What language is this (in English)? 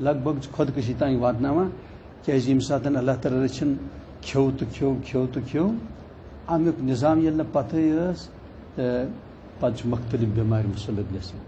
Kashmiri